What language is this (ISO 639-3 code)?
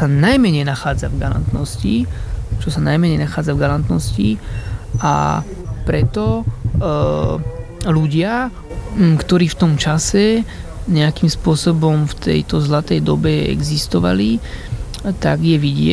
slk